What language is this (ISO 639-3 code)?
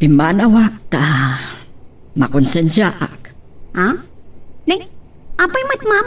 ilo